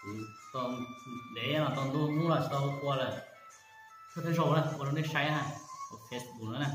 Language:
Hmong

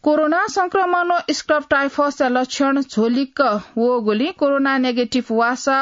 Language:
Newari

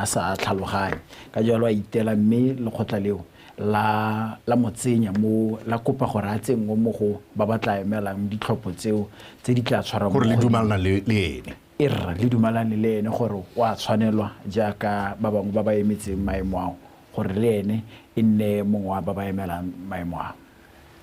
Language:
Tswana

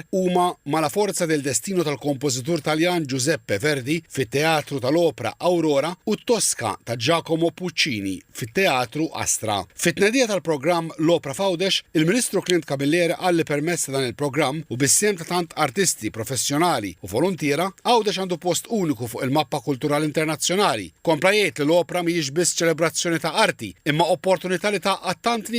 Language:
Maltese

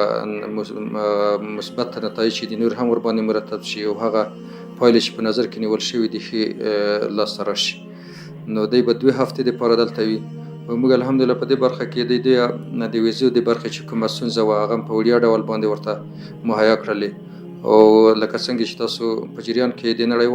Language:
Pashto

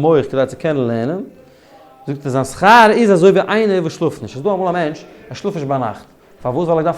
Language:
Yiddish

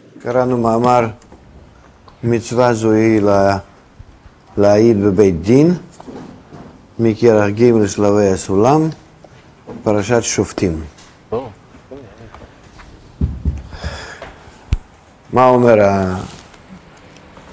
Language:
Hebrew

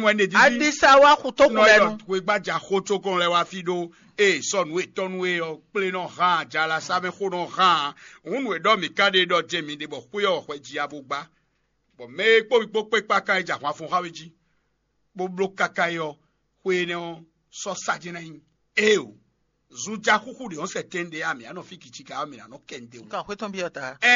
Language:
Fon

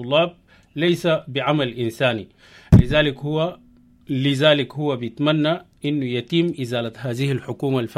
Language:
Sudanese Arabic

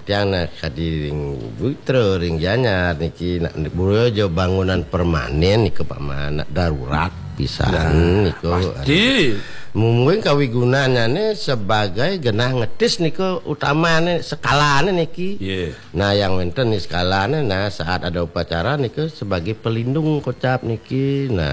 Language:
Balinese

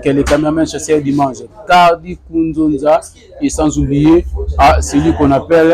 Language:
Lingala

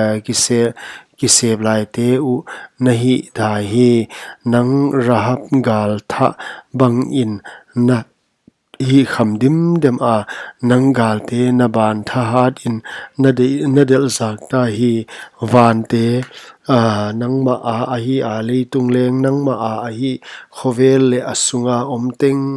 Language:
Paite Chin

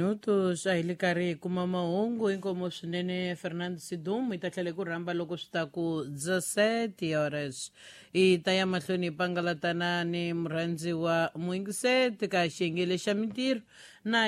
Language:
Tsonga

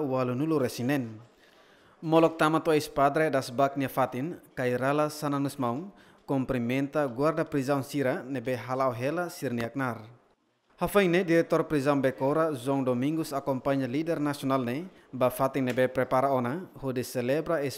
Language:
Tetum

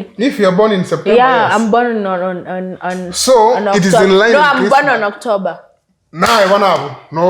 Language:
Gusii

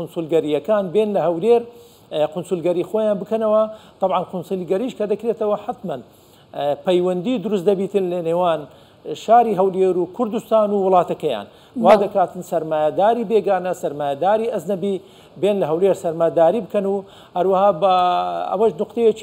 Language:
Central Kurdish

